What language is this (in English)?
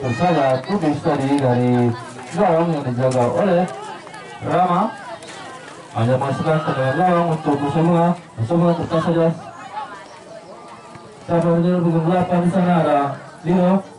Indonesian